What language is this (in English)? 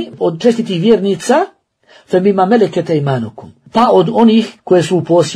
Bosnian